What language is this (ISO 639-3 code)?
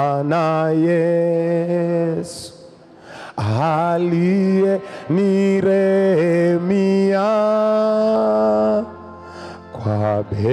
swa